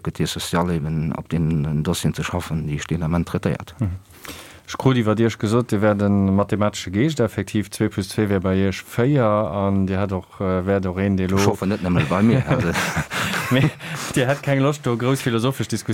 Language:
Luxembourgish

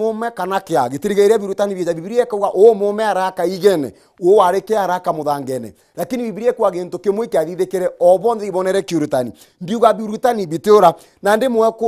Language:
Meru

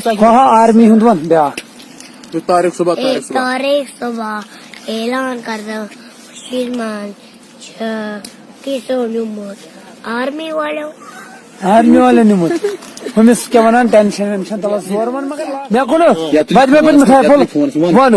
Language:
Kashmiri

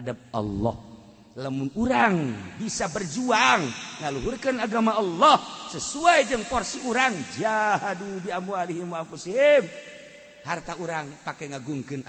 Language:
Sundanese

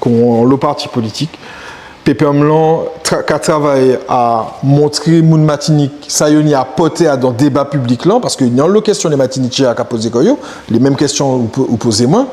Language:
Guadeloupean Creole French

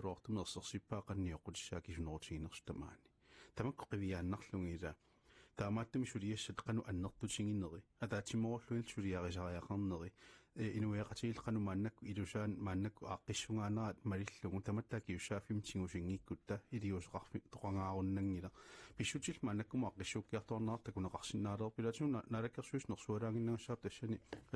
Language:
Kalaallisut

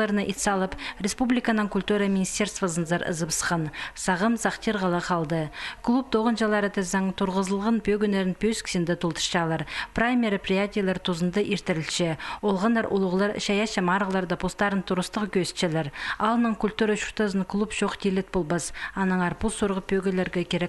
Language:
Khakas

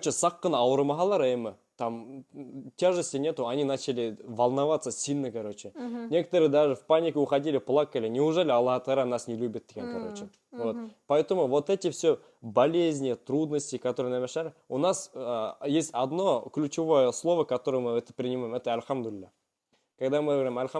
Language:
Bashkir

